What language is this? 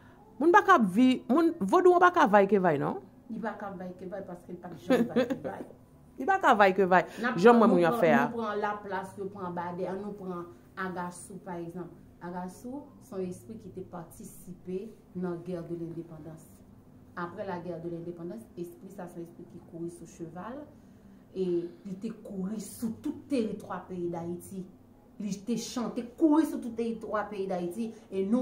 Haitian Creole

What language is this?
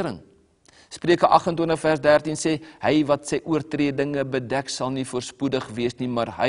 Afrikaans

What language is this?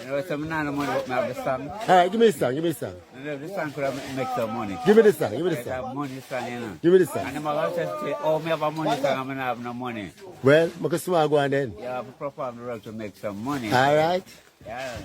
Jamaican Creole English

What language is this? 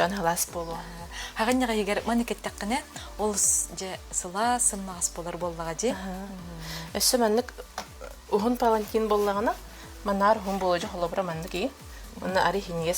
Yakut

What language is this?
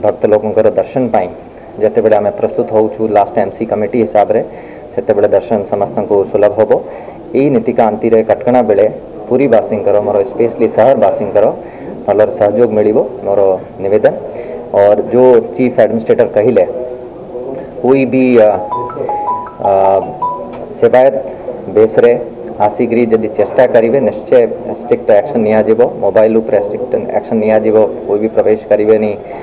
Odia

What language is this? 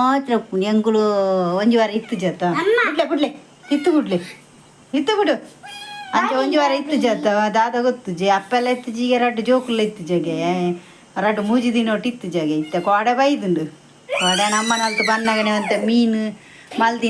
Tulu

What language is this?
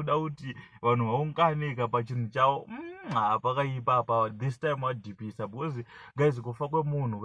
Shona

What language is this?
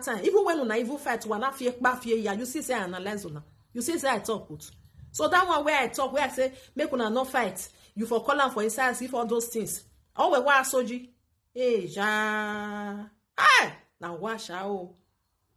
Nigerian Pidgin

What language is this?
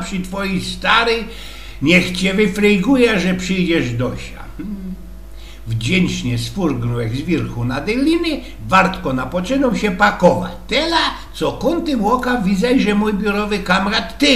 Silesian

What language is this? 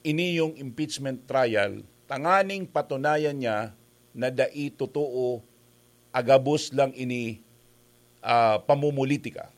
Bikol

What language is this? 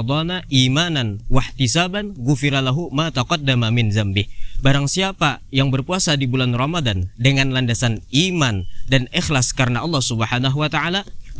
Banjar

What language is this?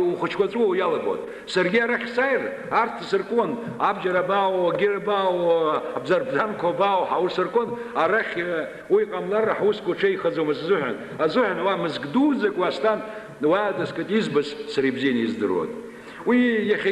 Abkhazian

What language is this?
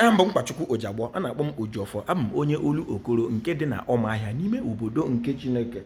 Igbo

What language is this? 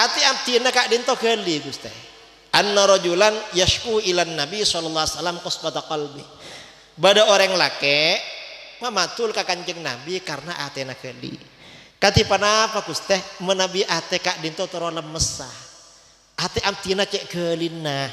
Madurese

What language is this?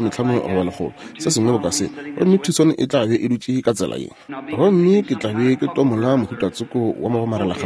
Northern Sotho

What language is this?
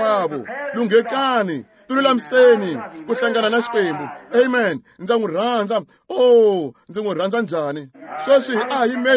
Tsonga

